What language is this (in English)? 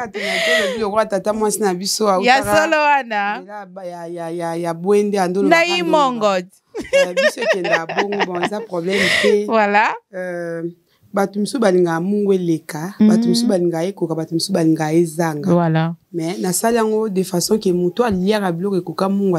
Lingala